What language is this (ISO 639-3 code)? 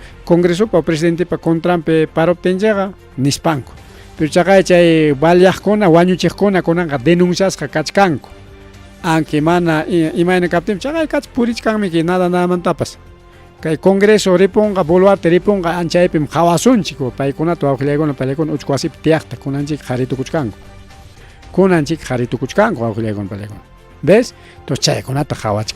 quy